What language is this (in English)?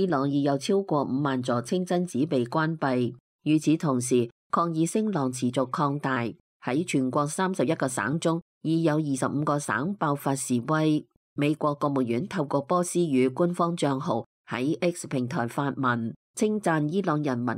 Cantonese